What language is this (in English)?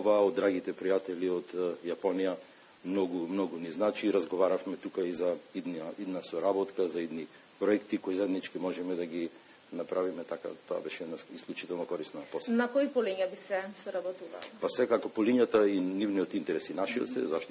Macedonian